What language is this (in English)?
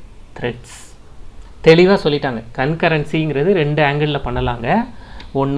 Tamil